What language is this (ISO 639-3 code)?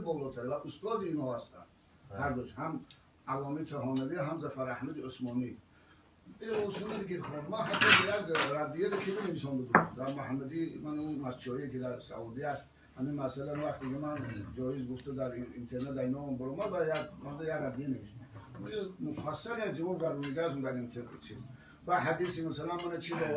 tgk